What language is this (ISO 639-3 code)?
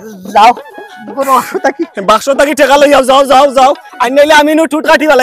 syl